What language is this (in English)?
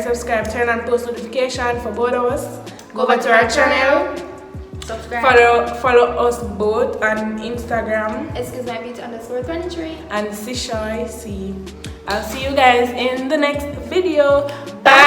Jamaican Creole English